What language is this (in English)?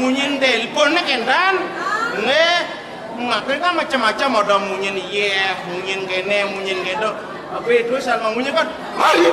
Balinese